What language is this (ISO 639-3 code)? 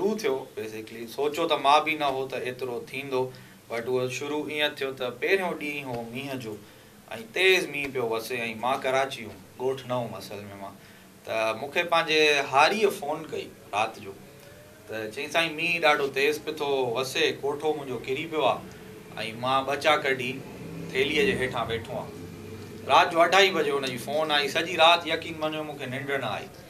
snd